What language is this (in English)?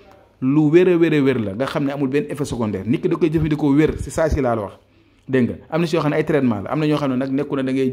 Wolof